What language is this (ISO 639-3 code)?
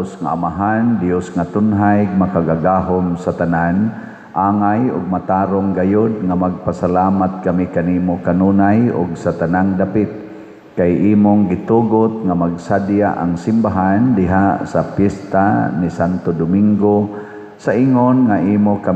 ceb